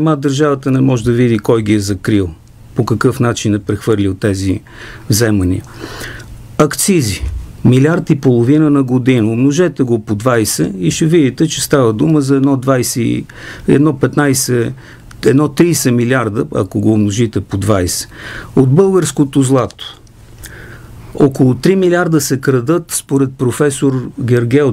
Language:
Bulgarian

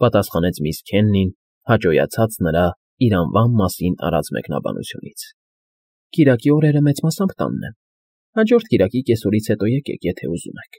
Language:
Armenian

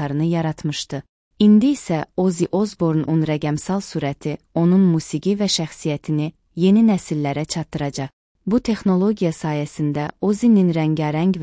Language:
Azerbaijani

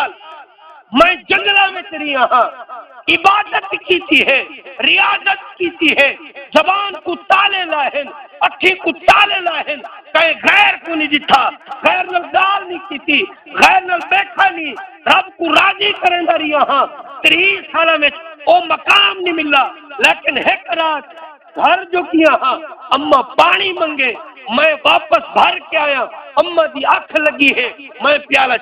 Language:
Saraiki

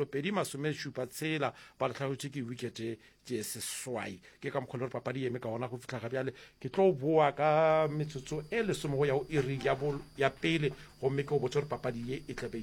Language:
Northern Sotho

